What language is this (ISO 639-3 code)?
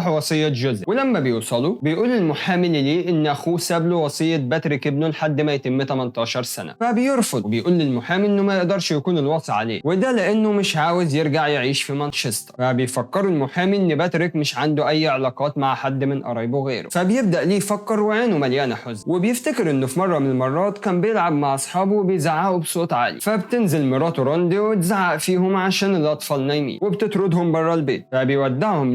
arz